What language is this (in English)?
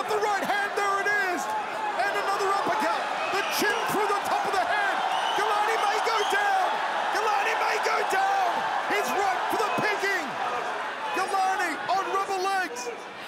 English